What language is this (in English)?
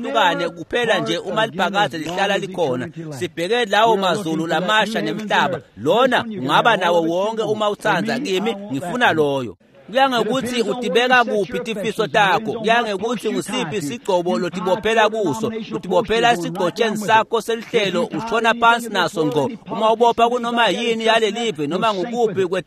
Swati